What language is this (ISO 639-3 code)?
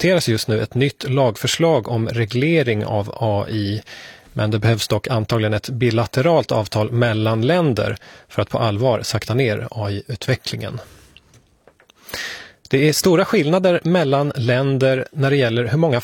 swe